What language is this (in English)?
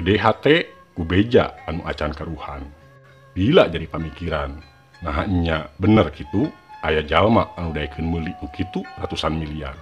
Sundanese